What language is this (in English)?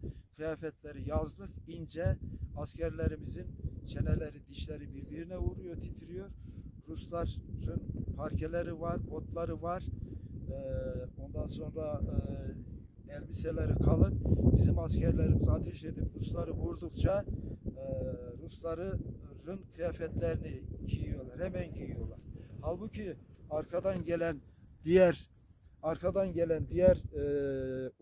Turkish